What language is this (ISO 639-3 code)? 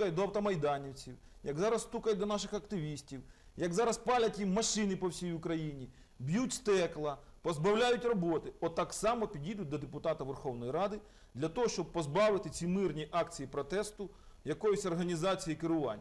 ukr